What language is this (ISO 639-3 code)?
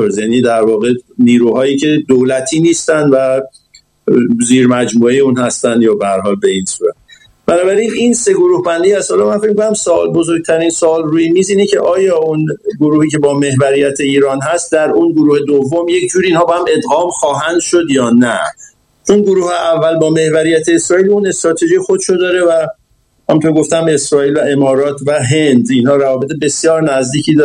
fas